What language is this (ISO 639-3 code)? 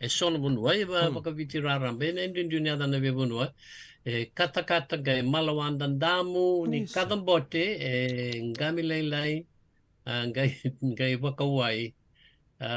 fij